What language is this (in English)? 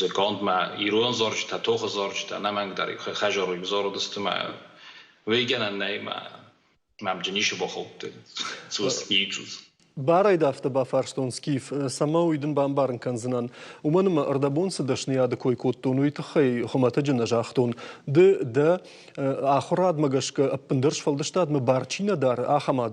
Ossetic